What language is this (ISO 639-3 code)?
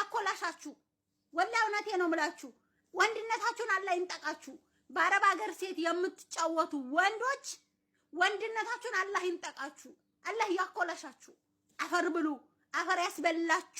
amh